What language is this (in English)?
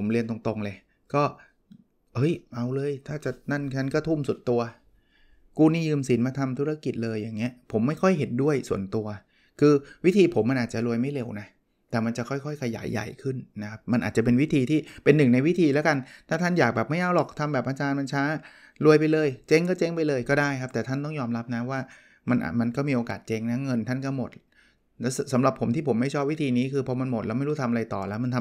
Thai